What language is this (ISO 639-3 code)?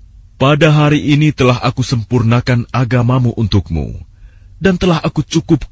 ind